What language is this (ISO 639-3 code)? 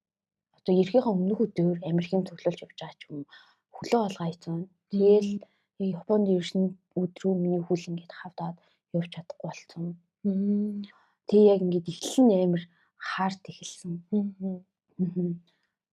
mon